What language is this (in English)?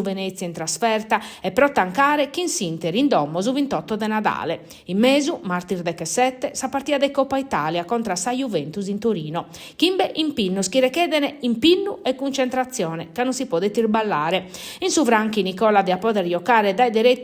Sardinian